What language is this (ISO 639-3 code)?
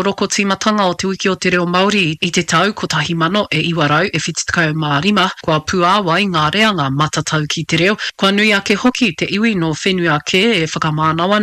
mri